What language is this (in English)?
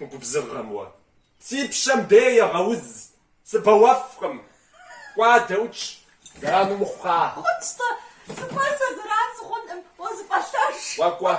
Kabardian